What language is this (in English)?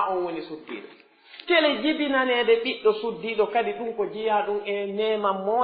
Pular